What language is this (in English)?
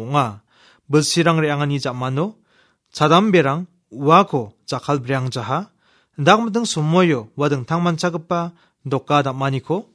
Garo